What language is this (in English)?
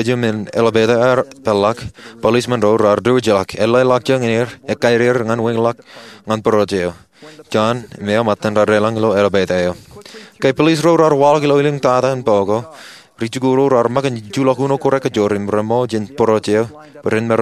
Marshallese